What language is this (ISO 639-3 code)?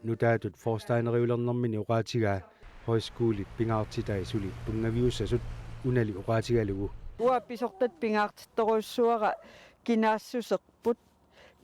kal